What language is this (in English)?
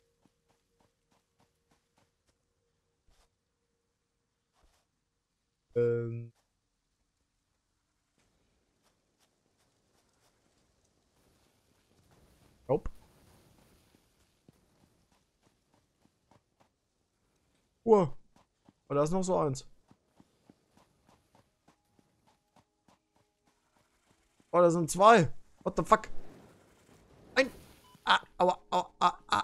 German